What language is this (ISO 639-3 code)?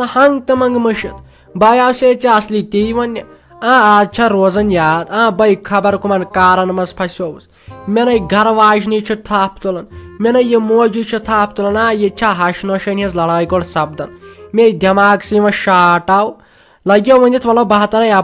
kas